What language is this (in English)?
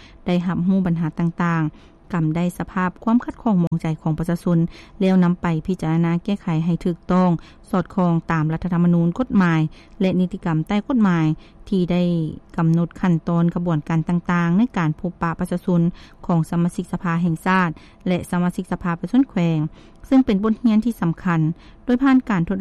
Lao